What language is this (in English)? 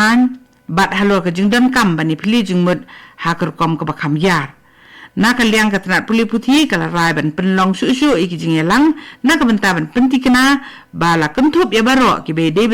Khasi